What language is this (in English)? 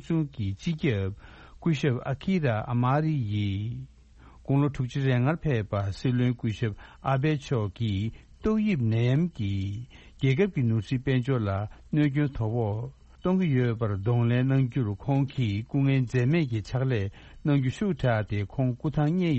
Tibetan